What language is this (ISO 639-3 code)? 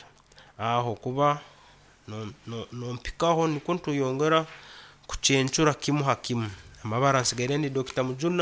nyn